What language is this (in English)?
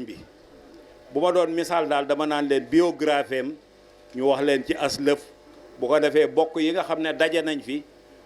Wolof